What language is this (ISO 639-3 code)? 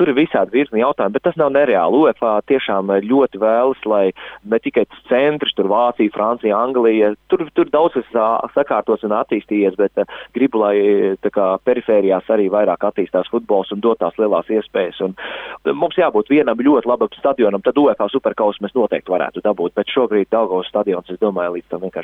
lav